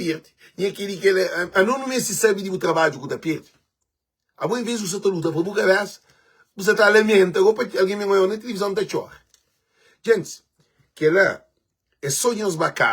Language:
Kabuverdianu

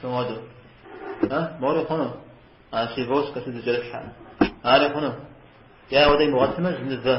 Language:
Kabardian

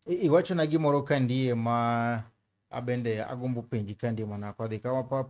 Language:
Luo (Kenya and Tanzania)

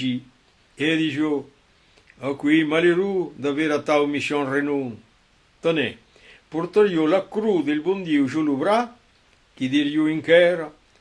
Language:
Occitan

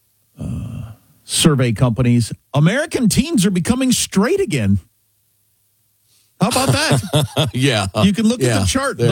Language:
English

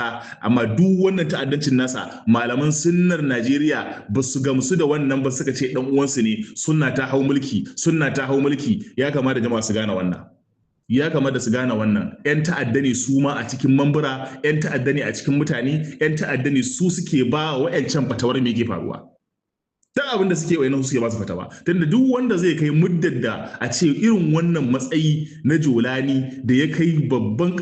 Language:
Hausa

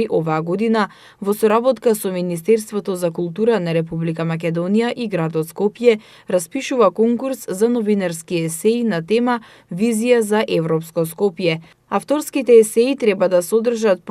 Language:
Macedonian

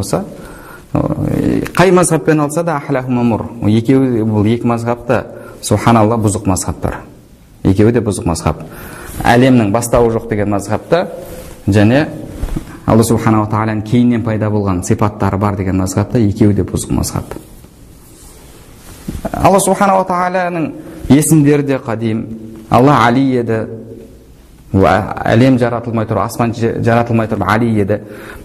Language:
Kazakh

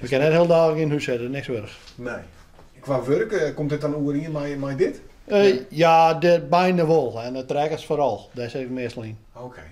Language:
Western Frisian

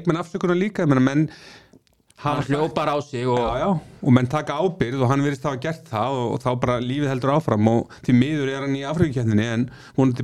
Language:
Icelandic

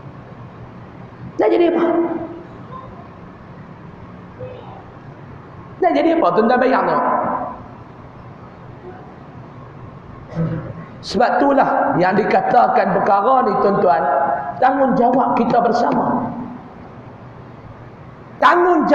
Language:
Malay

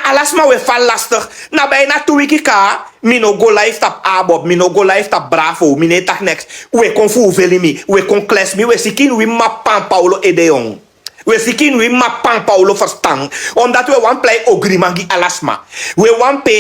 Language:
Sranan Tongo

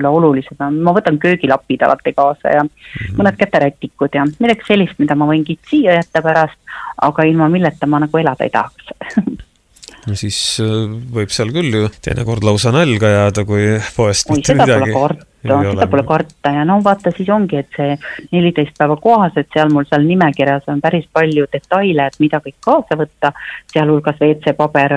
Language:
Estonian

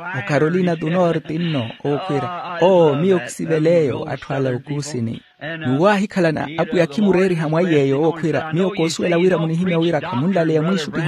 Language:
Makhuwa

